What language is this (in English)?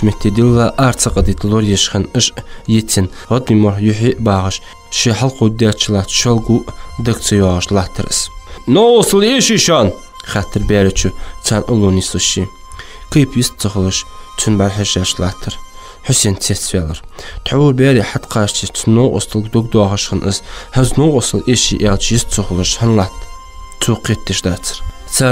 Ingush